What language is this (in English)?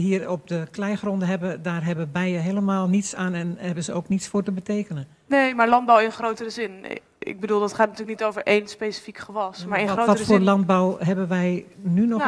Dutch